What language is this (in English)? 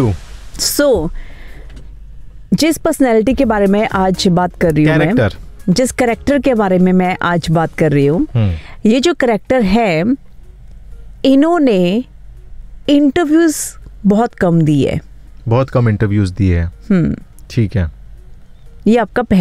Hindi